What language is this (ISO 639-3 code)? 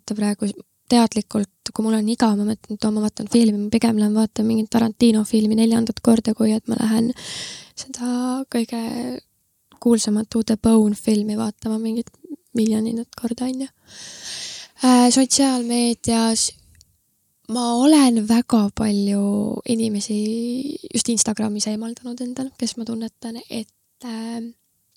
est